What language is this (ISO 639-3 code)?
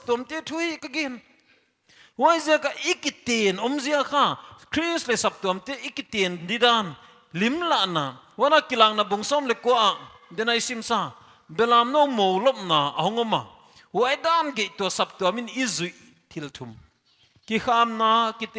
pck